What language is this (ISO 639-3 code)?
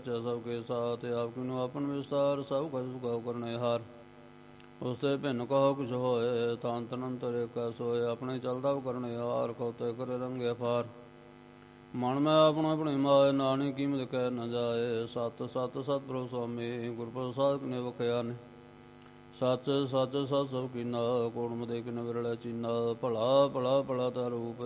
pan